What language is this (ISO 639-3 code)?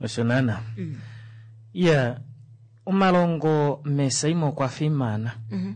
kua